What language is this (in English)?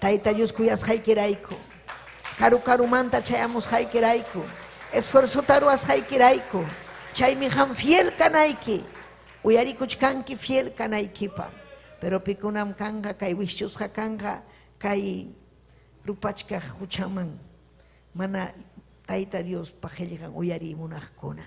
Ayacucho Quechua